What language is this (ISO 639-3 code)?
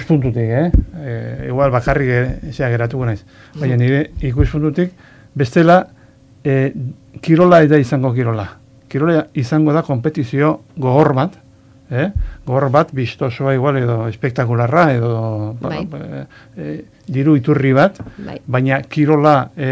eus